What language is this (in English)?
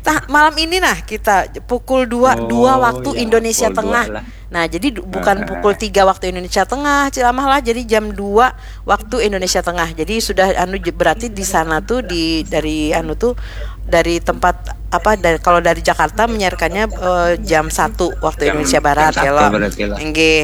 Banjar